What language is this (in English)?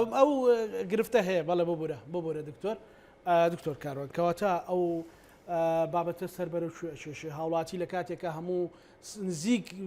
Central Kurdish